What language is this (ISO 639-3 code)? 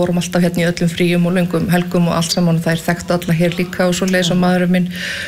isl